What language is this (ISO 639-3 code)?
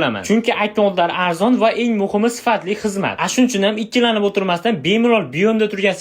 uzb